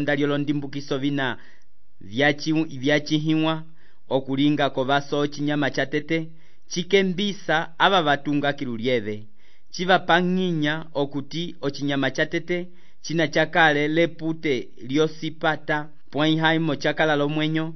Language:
Umbundu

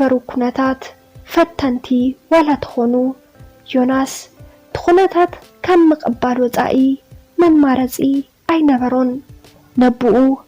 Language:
Tigrinya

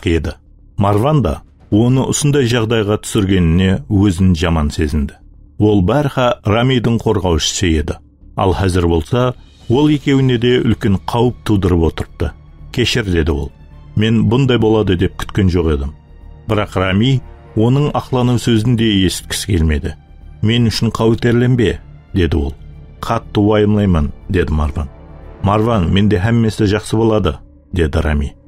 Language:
Kara-Kalpak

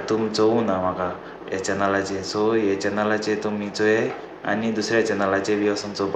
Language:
Konkani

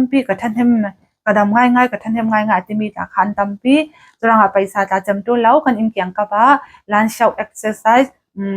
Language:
Falam Chin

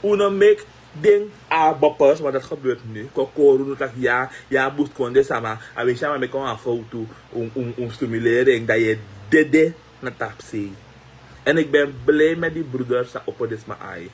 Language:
Sranan Tongo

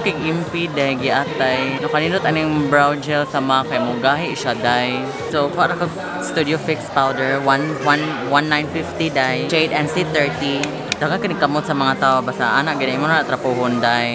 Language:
Cebuano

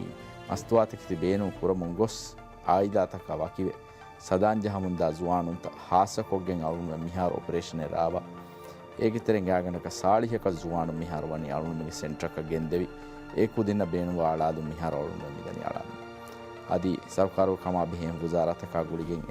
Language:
Divehi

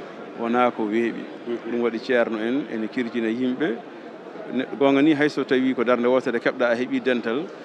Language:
Fula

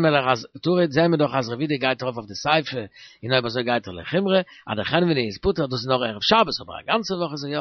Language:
Yiddish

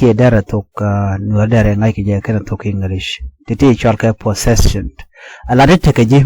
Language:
Nuer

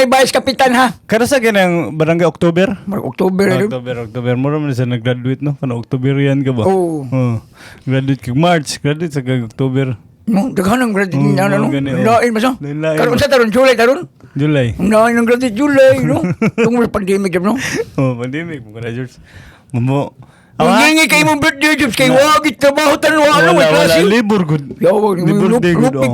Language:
Cebuano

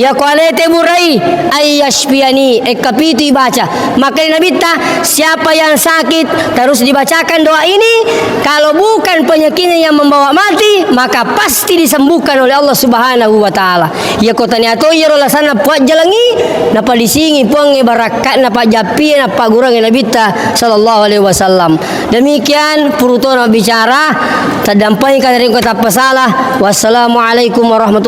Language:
Buginese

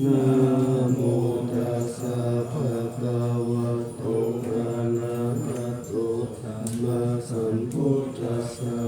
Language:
Pali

